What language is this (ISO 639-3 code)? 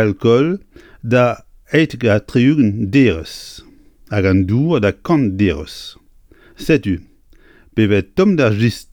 bre